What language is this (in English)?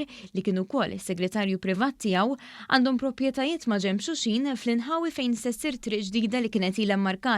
Maltese